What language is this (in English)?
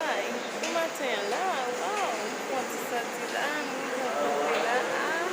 Haitian Creole